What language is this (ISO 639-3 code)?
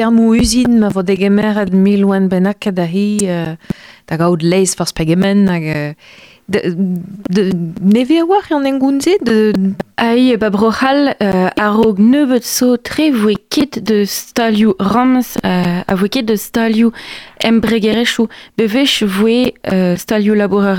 bre